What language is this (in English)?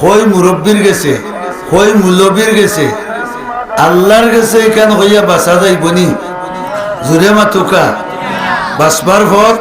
Sylheti